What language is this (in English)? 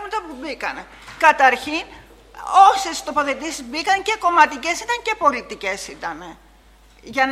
Greek